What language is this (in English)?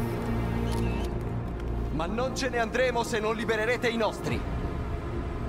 Italian